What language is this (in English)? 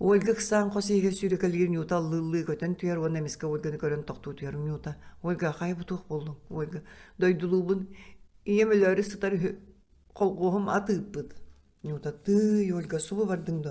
Yakut